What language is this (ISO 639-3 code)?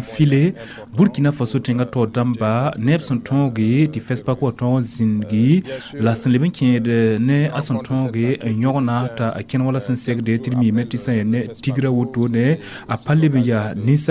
mos